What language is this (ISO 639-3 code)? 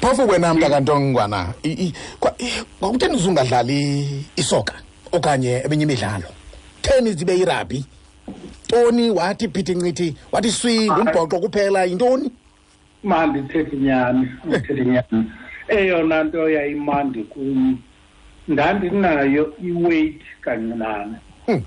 xho